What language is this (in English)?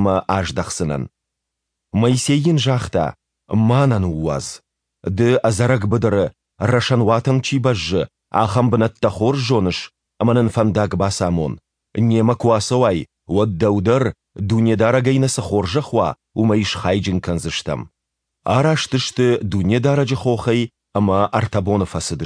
Ossetic